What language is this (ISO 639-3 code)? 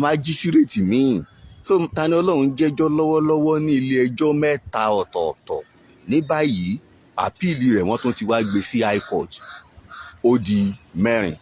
yor